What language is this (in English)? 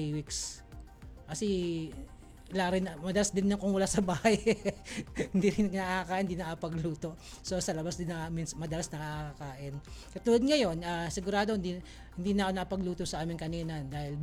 Filipino